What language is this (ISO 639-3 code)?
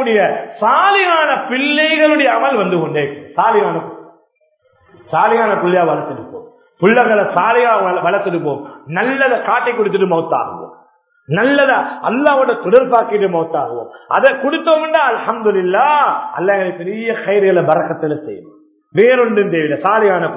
tam